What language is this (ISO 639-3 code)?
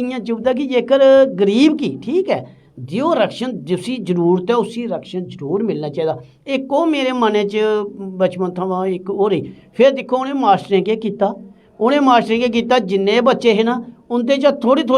doi